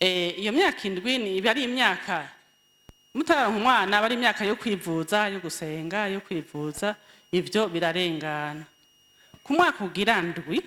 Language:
Rundi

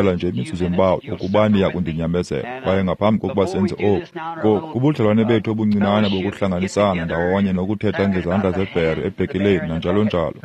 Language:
Xhosa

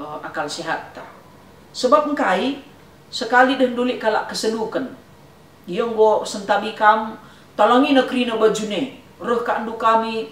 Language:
Batak Karo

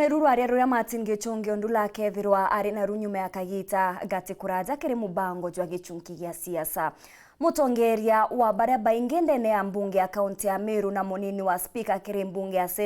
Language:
Meru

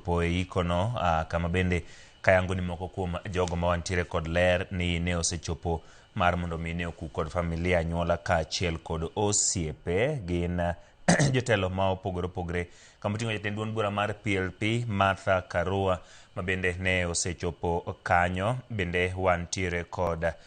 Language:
Luo (Kenya and Tanzania)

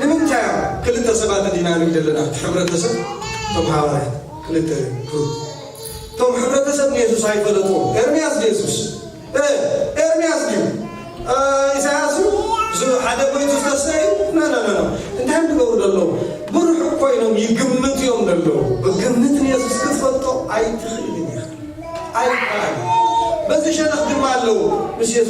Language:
Tigrinya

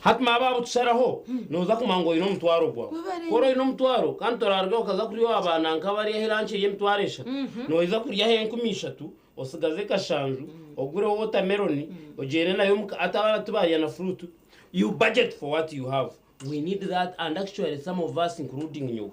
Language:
Nyankole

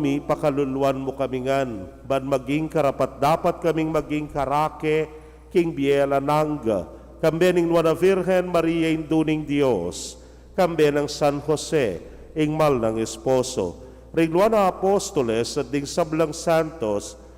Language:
Pampanga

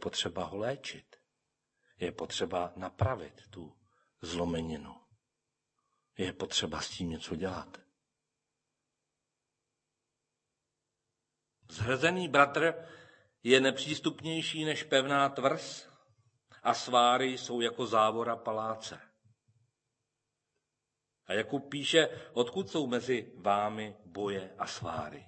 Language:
Czech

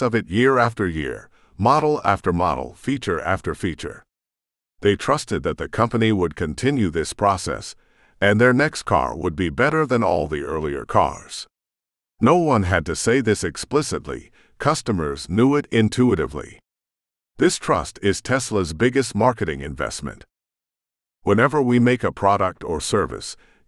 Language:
English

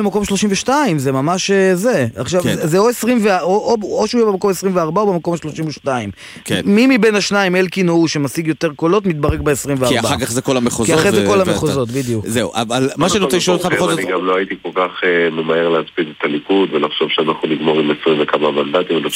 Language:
Hebrew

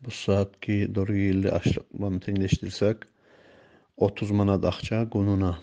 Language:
Kumyk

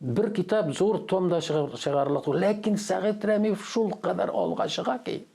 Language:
Tatar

